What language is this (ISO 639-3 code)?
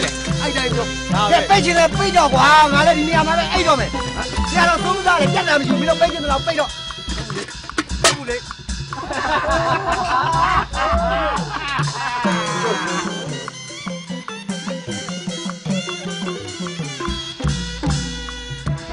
mya